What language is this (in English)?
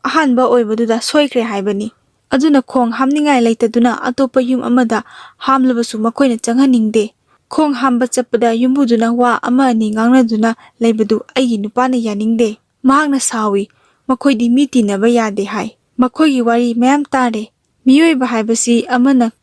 Manipuri